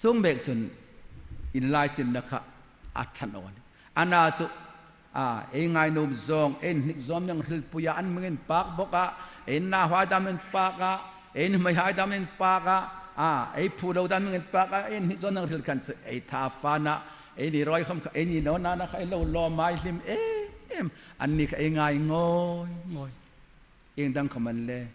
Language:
Hmar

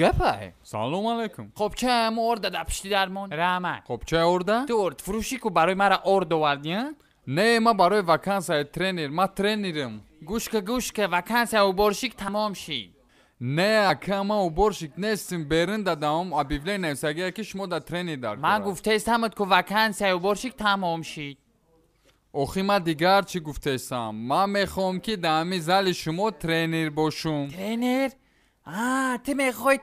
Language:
Tajik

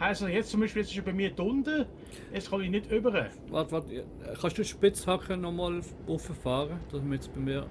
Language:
Swiss German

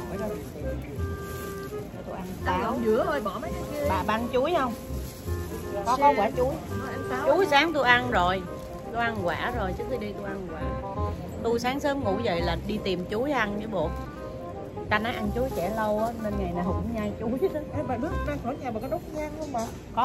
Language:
Vietnamese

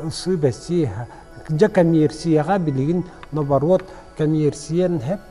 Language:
Yakut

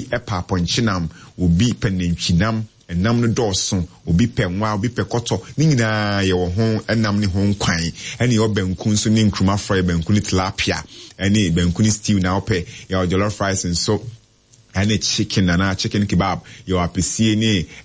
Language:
Akan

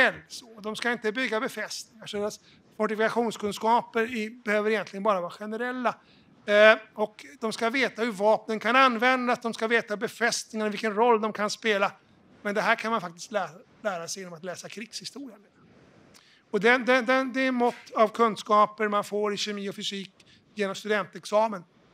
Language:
Swedish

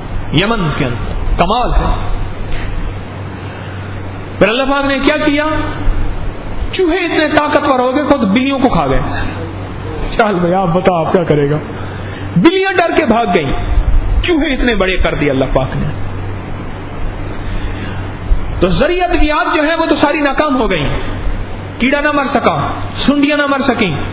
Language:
Urdu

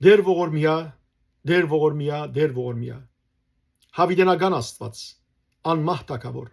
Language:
Western Armenian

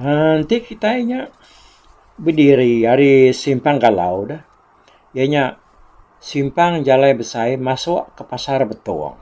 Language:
Iban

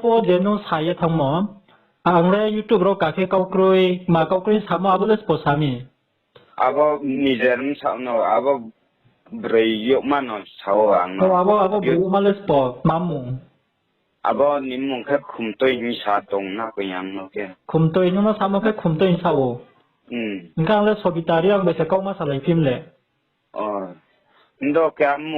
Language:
Riang (India)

